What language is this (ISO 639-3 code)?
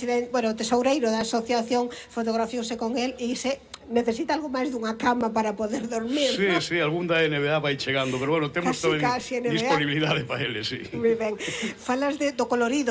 glg